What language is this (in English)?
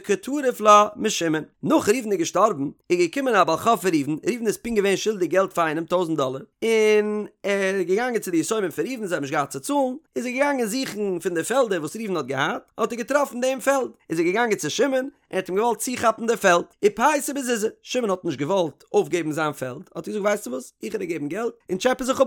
Yiddish